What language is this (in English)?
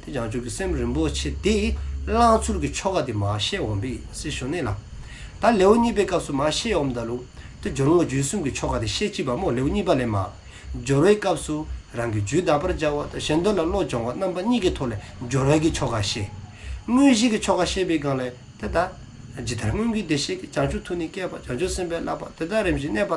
Dzongkha